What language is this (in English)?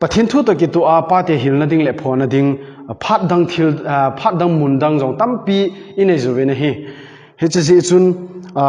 Thado Chin